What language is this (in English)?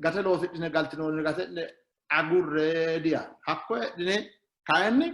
Sidamo